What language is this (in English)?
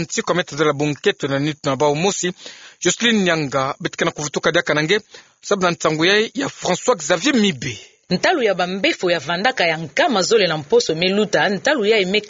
Kituba (Democratic Republic of Congo)